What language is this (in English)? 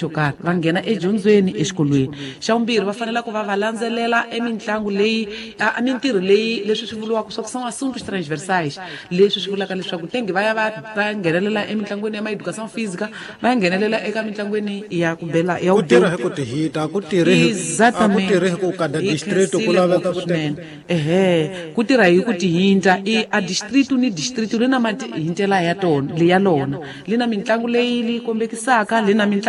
Tsonga